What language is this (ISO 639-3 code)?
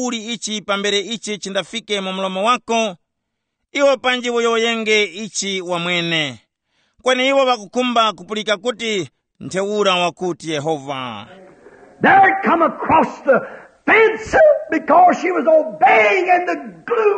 tum